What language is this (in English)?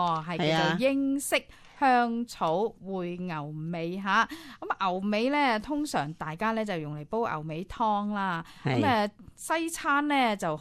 Cantonese